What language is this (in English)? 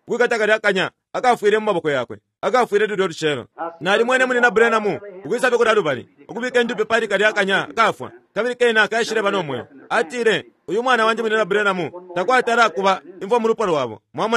Bemba